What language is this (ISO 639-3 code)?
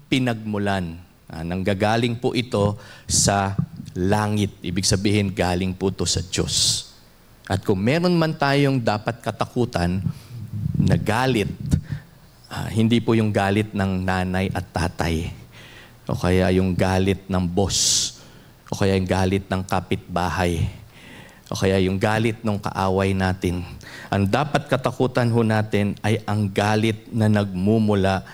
fil